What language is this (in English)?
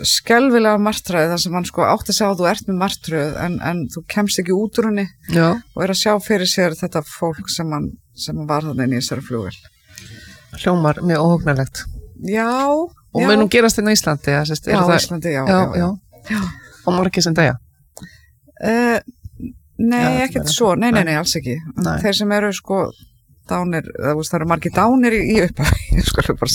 Icelandic